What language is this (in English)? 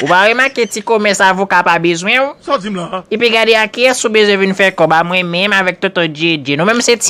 Haitian Creole